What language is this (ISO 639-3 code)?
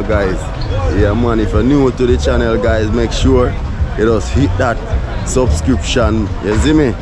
jam